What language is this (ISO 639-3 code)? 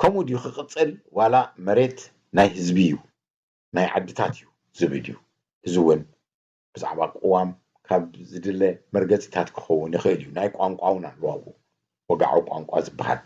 tir